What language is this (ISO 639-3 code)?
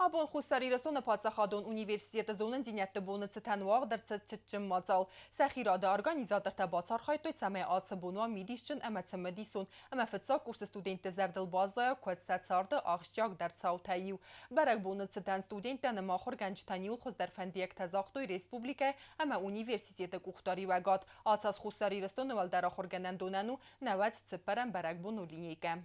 oss